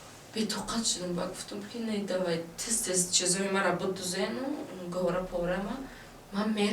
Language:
Tajik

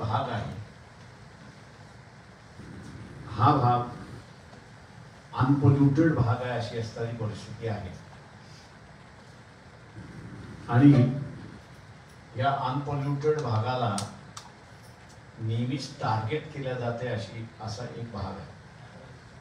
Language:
Marathi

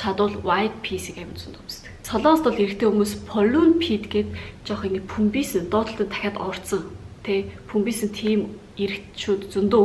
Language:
Mongolian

